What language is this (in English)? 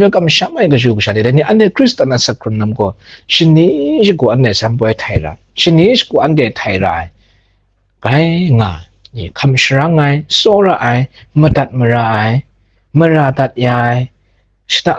Kachin